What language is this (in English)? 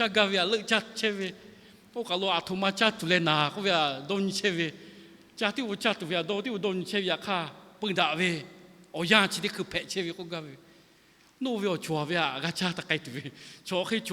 Lahu